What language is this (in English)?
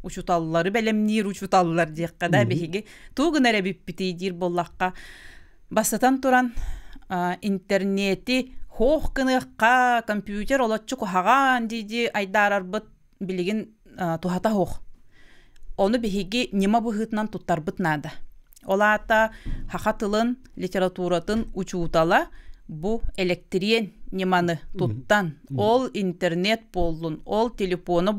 Yakut